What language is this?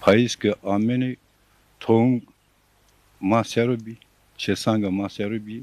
Zaza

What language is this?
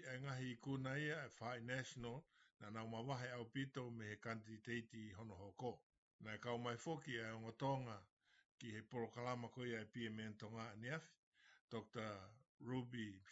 Tongan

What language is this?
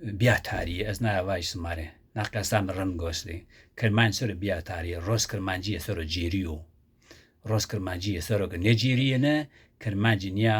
Zaza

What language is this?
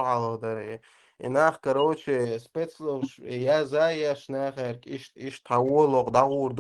Chechen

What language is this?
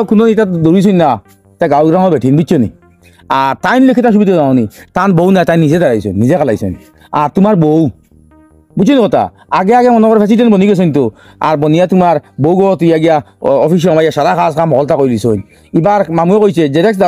Sylheti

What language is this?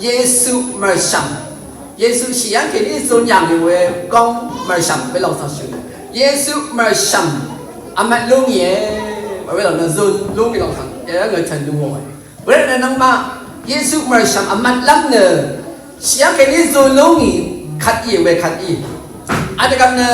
Rawang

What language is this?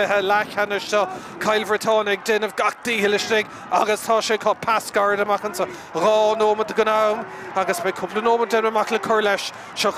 Irish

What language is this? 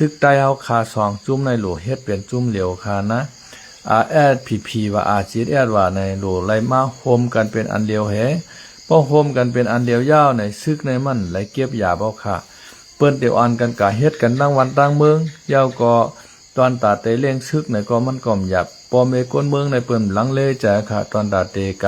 Lao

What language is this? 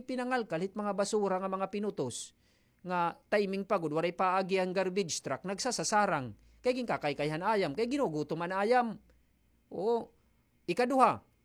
Waray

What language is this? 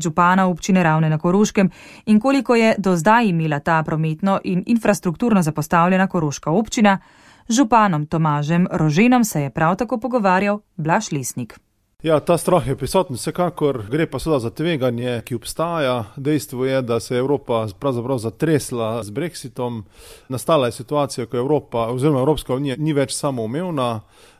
Slovenian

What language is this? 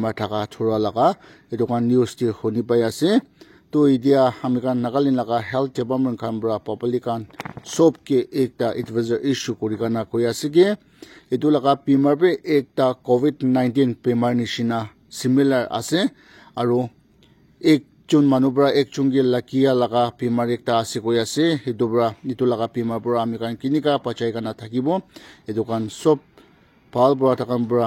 Naga Pidgin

